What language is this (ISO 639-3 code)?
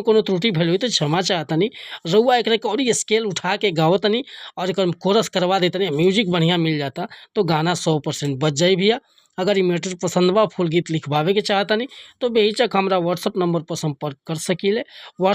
bho